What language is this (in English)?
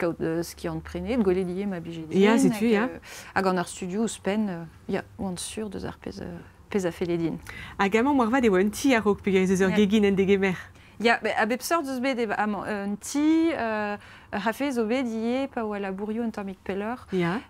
Breton